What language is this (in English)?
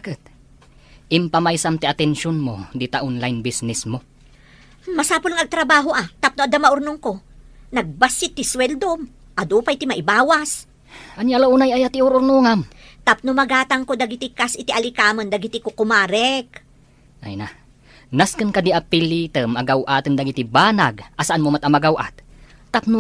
Iloko